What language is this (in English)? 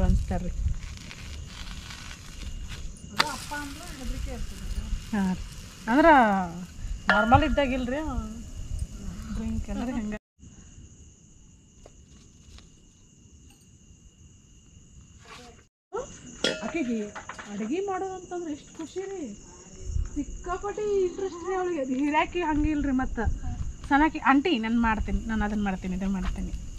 Kannada